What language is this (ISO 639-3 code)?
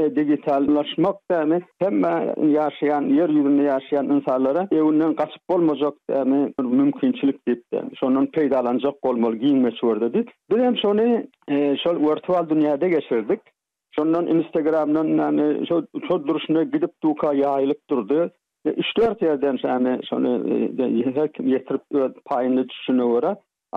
tuk